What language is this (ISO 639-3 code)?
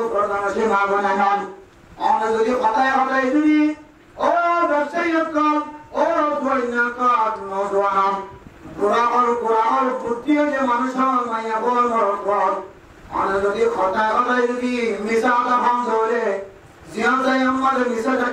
rhg